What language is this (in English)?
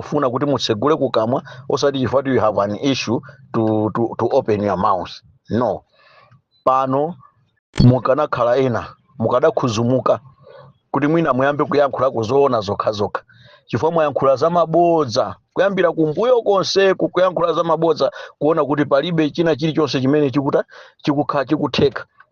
Nyanja